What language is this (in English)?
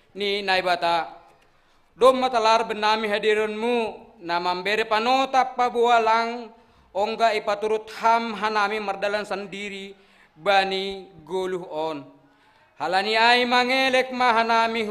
Batak Simalungun